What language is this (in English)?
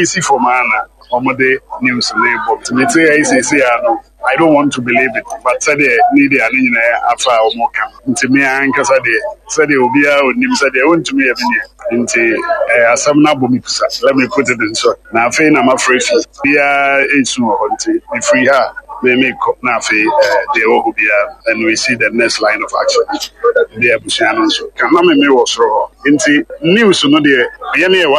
Akan